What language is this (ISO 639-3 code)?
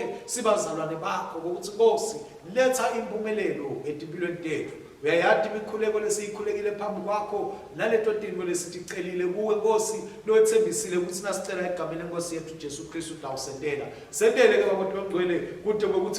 ssw